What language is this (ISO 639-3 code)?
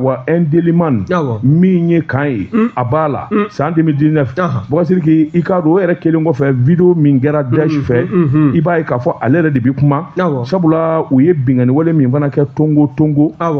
bam